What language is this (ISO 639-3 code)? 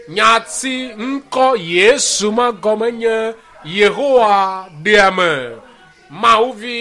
ewe